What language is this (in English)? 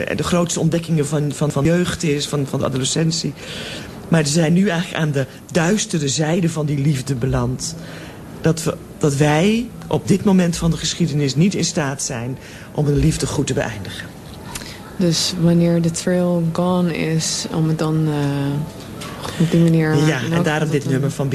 Dutch